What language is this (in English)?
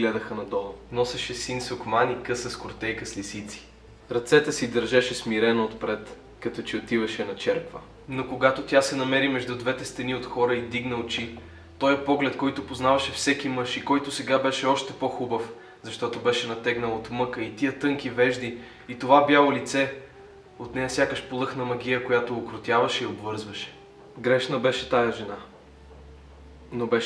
Bulgarian